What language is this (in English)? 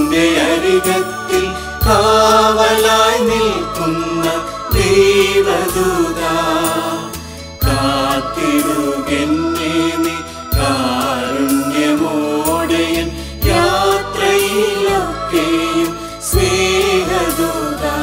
Malayalam